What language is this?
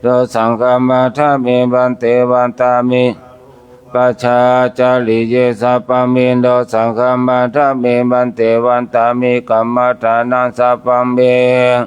Pali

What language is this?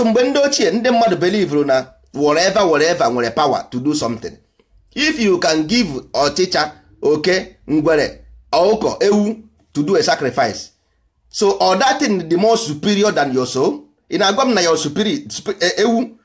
Igbo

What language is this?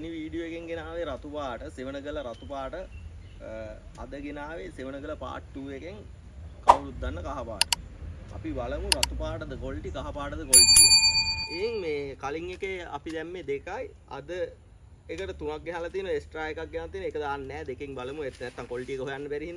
Sinhala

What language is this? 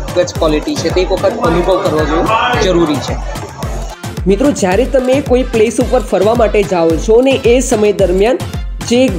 Gujarati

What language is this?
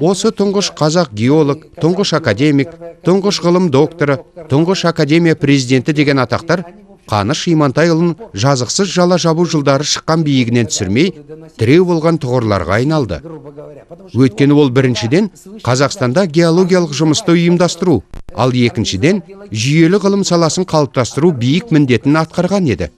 Kazakh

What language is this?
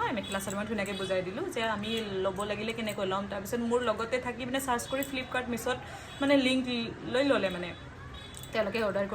Assamese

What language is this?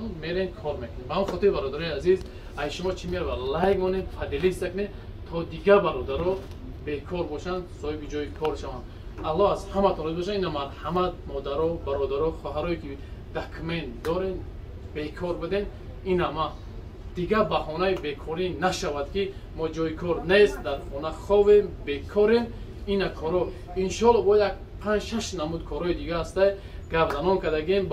Tajik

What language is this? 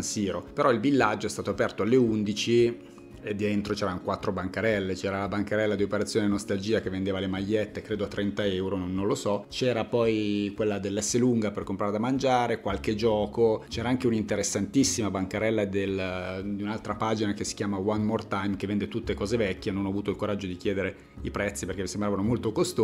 Italian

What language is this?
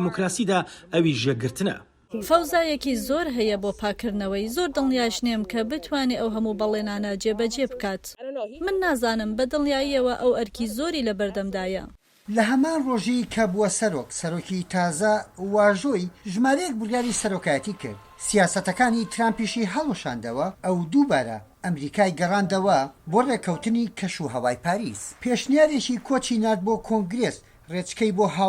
Central Kurdish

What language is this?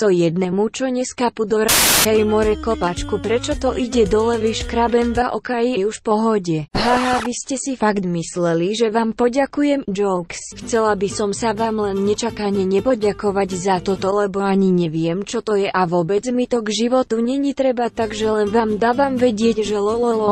Slovak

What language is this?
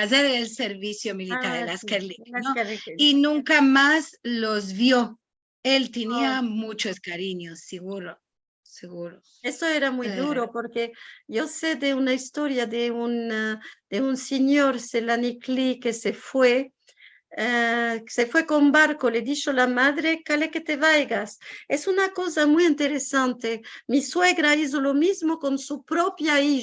Ladino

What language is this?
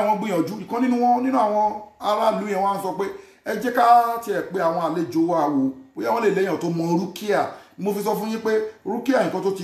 Yoruba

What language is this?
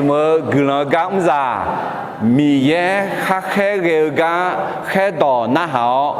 Akha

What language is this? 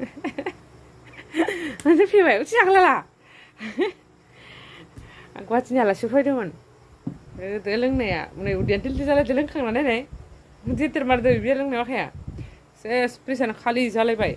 Bodo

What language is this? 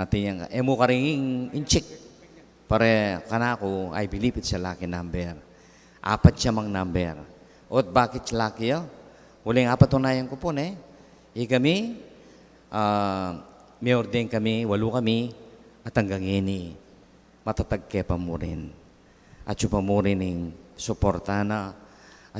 Pampanga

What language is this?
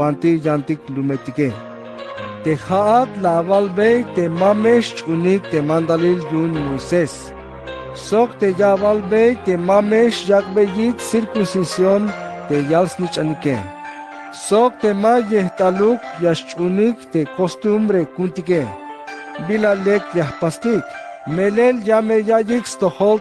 Tzeltal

